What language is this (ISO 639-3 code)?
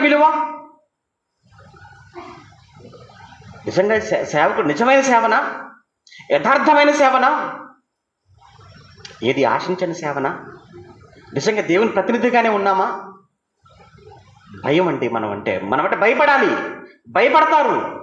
tel